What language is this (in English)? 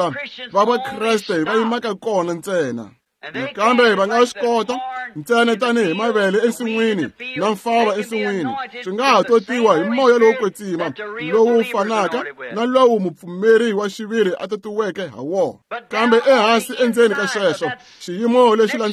Tsonga